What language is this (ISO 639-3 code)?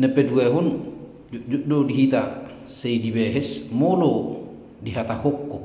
bbc